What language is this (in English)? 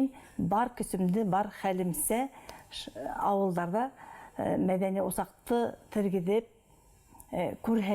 Bashkir